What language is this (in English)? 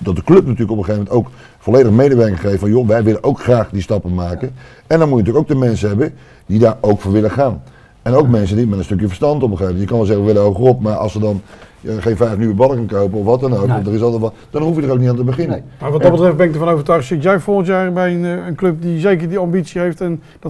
Dutch